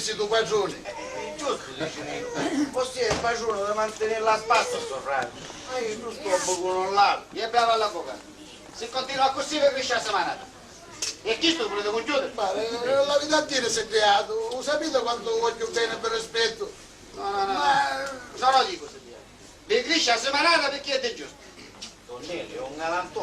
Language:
Sicilian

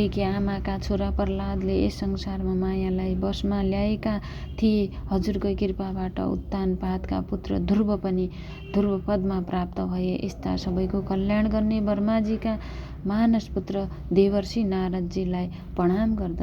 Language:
Nepali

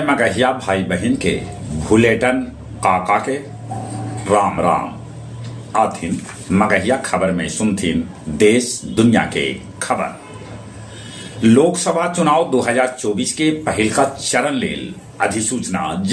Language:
Magahi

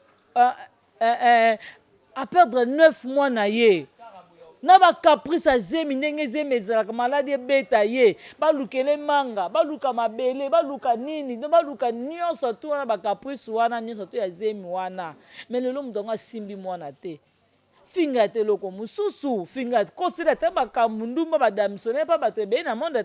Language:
Lingala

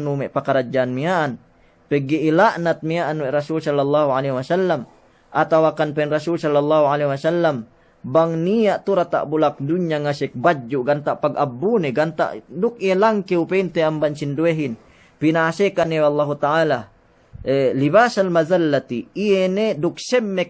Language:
Yakan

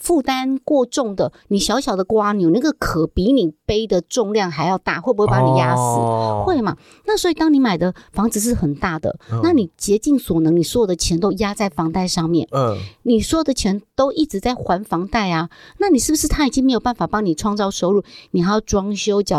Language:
Chinese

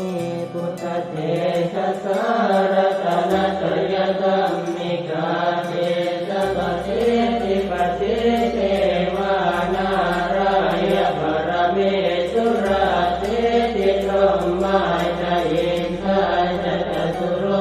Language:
Pali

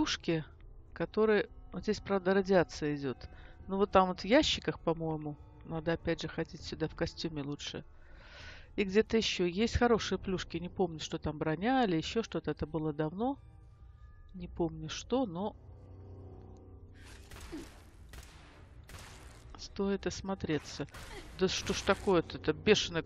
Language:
Russian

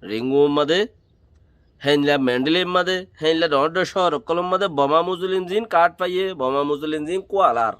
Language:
Rohingya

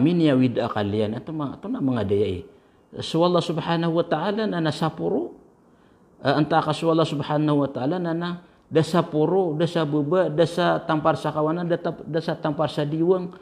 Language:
Maranao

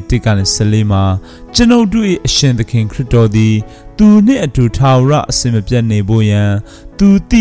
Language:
Burmese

